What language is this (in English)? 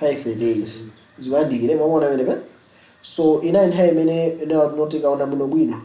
Nyanja